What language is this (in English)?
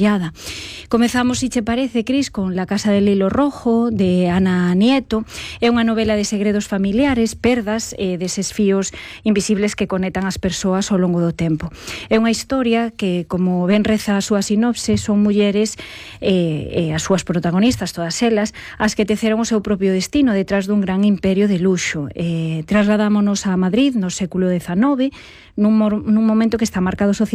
Galician